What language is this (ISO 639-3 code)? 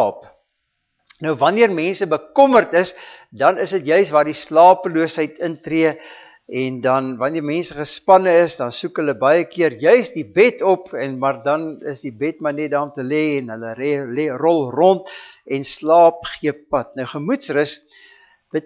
afr